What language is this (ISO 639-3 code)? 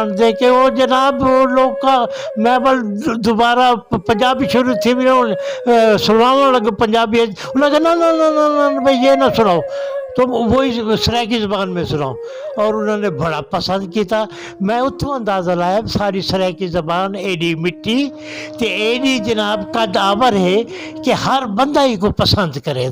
skr